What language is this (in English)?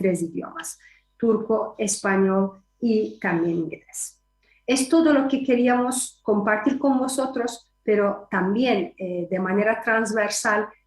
Ladino